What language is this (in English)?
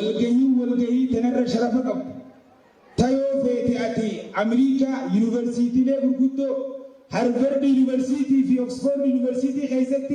Oromo